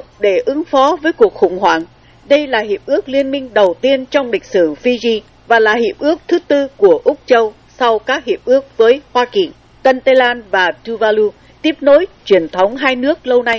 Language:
Vietnamese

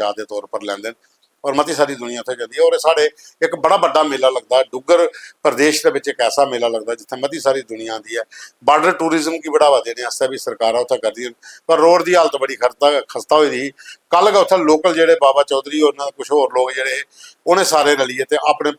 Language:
Dogri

